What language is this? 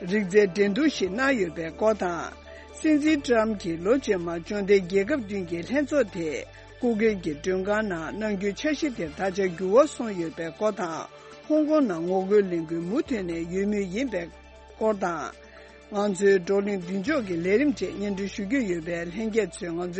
Tibetan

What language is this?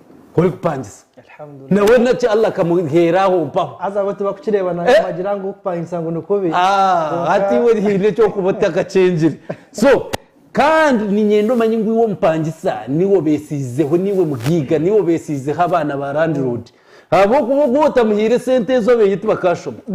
Nyankole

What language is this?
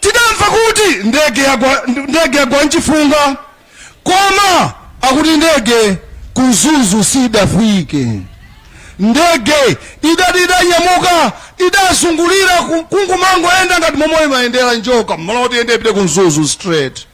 Nyanja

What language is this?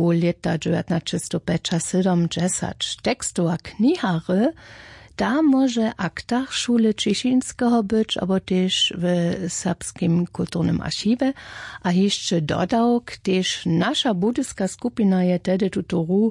Upper Sorbian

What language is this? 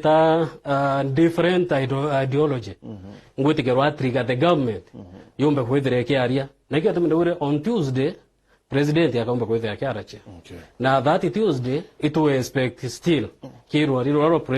Meru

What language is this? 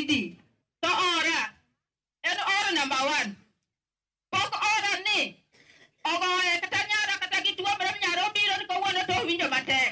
Luo (Kenya and Tanzania)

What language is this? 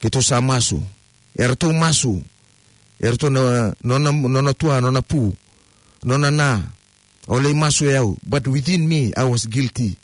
Fijian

